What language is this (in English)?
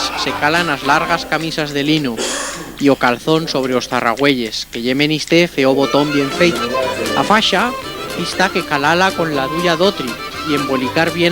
Aragonese